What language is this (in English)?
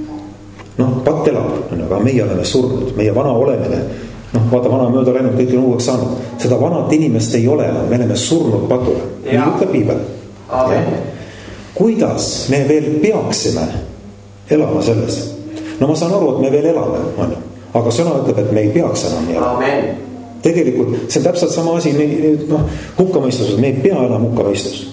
Estonian